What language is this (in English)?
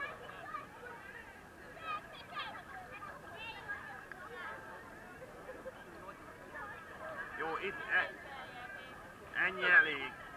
Hungarian